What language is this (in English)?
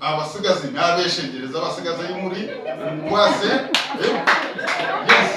Nyankole